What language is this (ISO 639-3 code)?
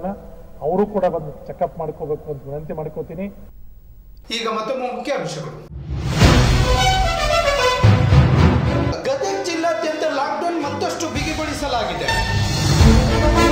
kan